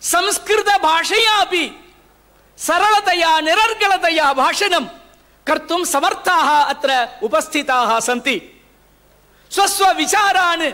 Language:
Sanskrit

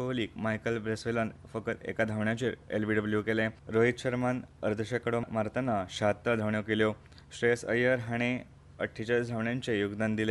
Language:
Konkani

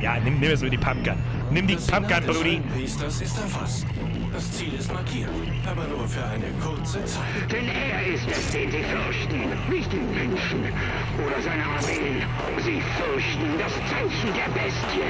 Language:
Bavarian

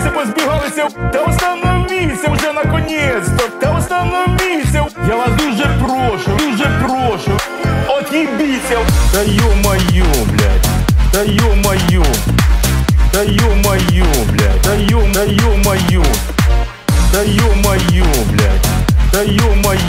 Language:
Ukrainian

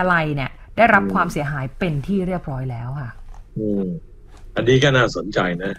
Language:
Thai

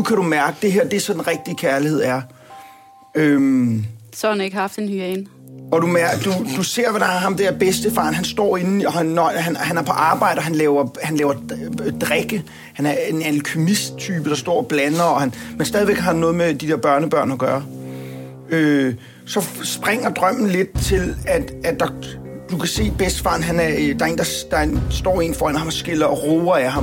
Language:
Danish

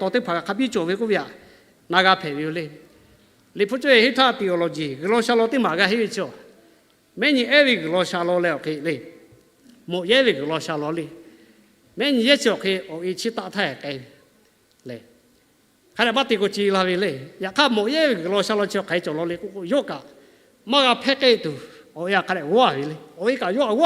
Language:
Lahu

